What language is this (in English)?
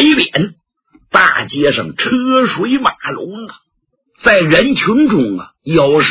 Chinese